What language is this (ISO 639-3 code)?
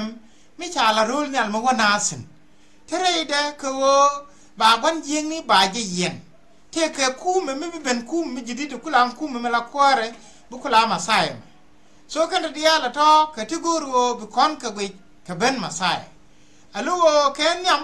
nus